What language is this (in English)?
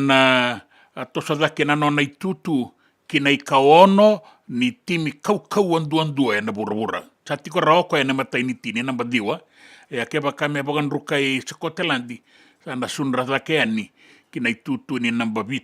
Fijian